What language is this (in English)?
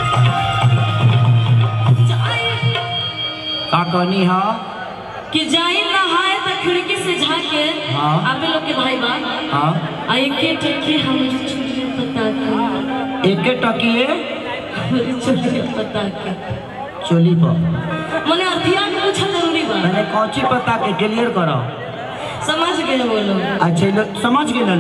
Bhojpuri